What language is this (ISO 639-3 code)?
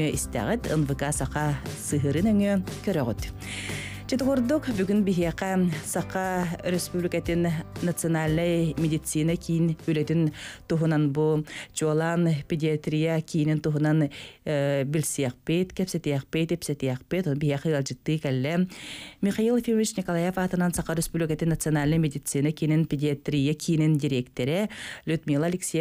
sah